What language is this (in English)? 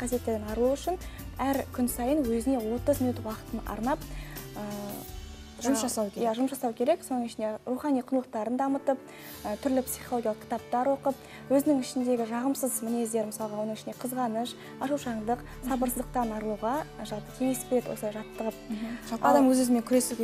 Kazakh